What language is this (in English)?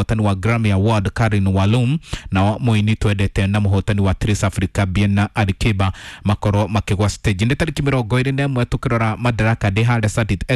Kikuyu